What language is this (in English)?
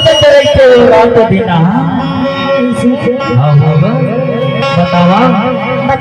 Chhattisgarhi